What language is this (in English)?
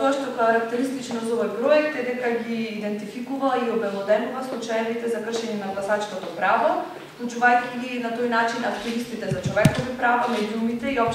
Macedonian